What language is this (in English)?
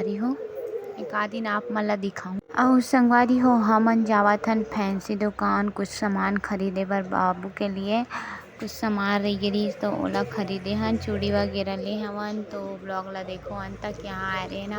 Chhattisgarhi